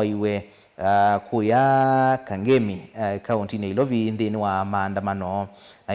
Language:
Kamba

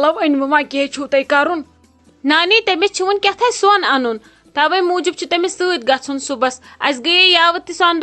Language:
Kashmiri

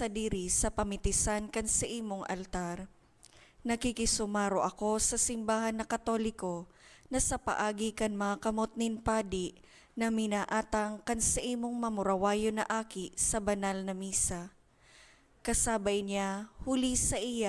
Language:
Bikol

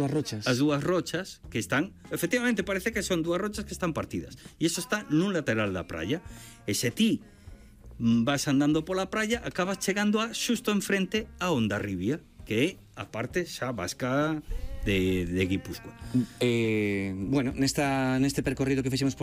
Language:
Galician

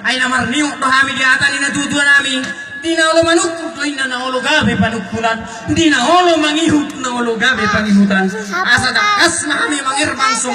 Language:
Batak Toba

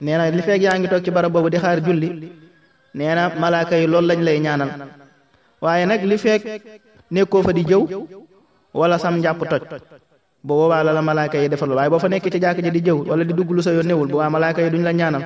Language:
Wolof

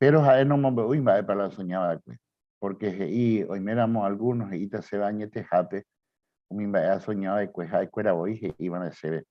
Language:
Guarani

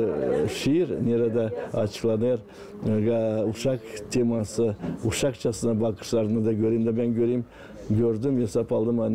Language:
Gagauz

